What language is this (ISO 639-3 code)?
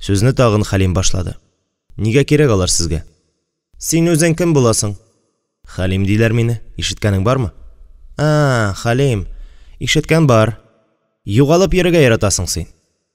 tat